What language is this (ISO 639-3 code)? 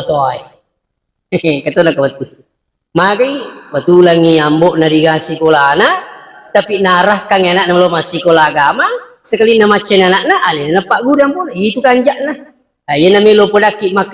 bug